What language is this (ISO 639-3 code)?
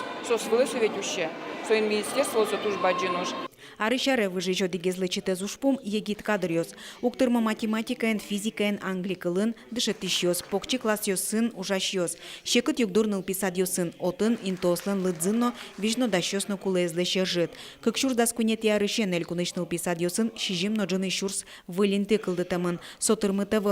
udm